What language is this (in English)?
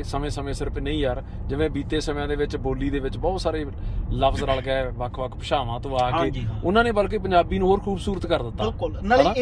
Punjabi